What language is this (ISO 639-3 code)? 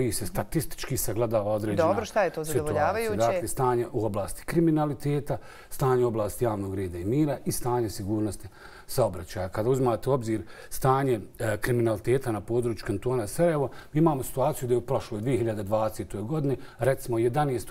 bos